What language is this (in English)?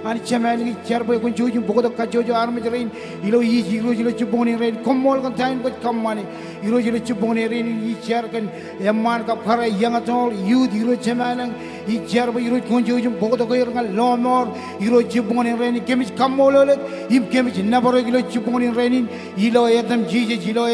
Marshallese